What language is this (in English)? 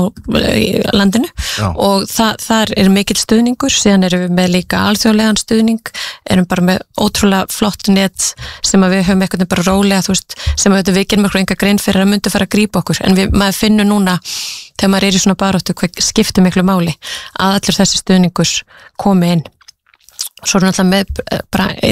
Icelandic